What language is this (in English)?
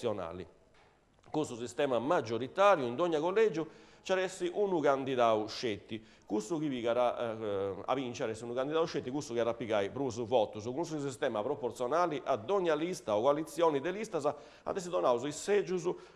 Sardinian